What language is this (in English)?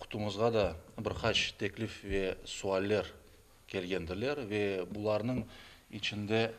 Crimean Tatar